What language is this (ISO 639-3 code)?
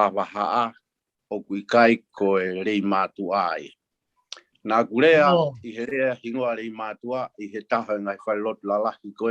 ton